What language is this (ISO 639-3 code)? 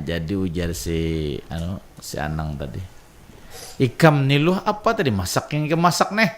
bjn